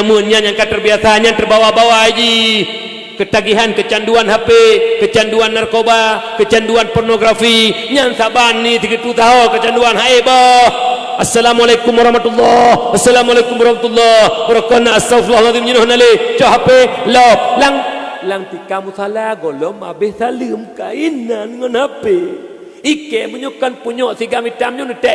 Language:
Achinese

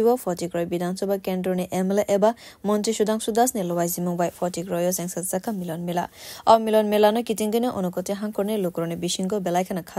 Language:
Kok Borok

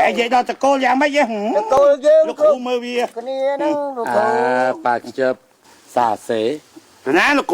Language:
Khmer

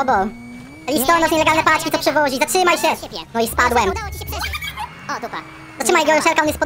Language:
Polish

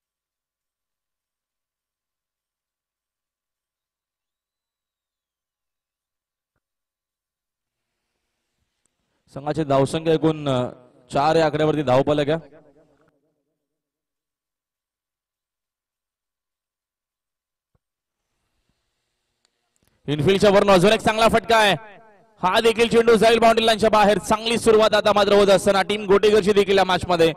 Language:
Marathi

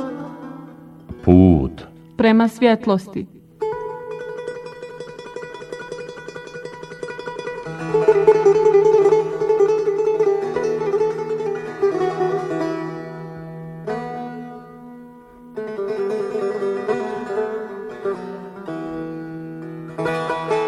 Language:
Bosnian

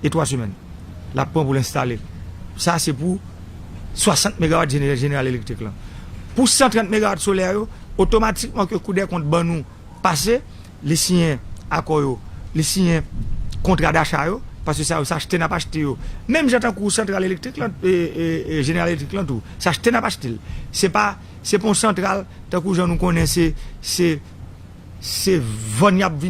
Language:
Haitian Creole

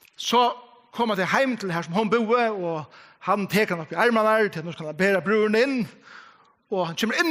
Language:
Faroese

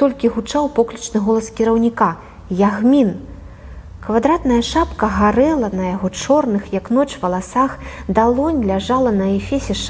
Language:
Belarusian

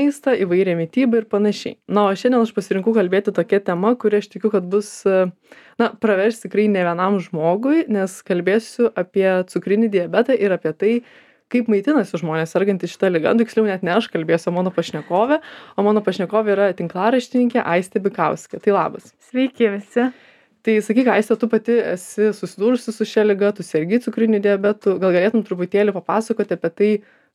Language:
Lithuanian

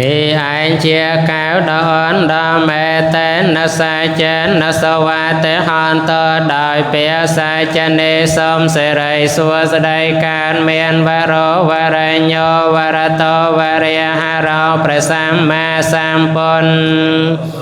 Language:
Khmer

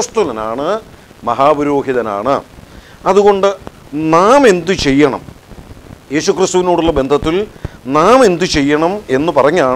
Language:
Malayalam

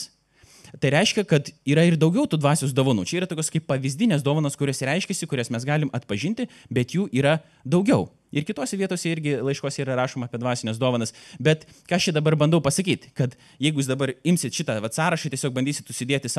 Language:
Lithuanian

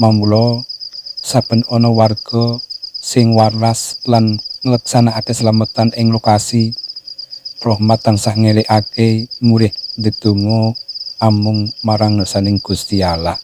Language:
Javanese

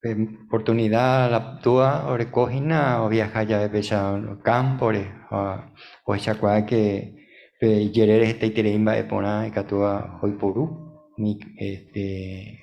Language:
Guarani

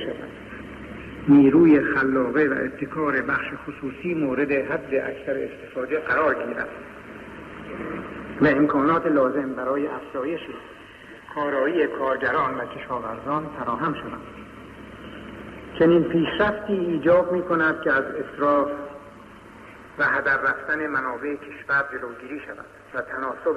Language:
Persian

